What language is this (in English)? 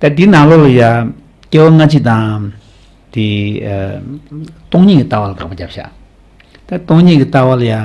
Tibetan